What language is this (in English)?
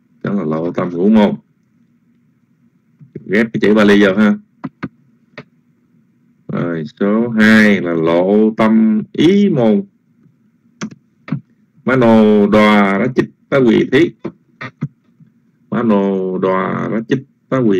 Vietnamese